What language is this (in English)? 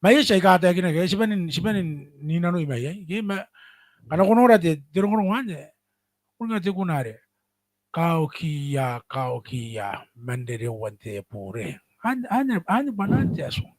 Gilbertese